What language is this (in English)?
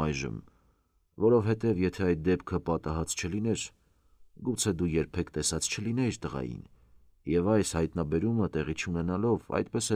Armenian